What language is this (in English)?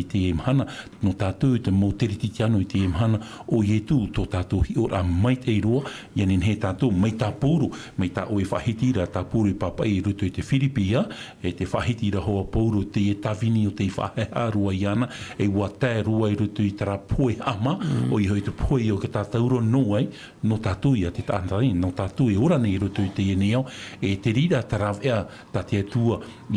Tahitian